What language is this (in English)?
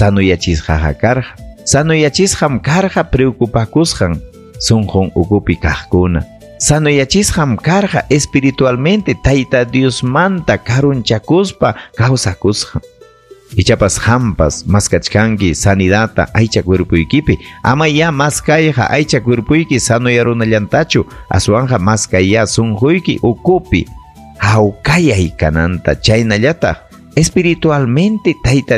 Ayacucho Quechua